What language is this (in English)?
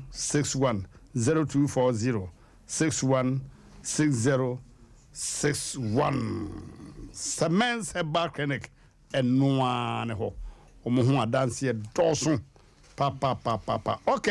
Akan